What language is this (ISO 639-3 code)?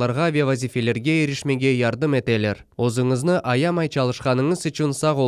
crh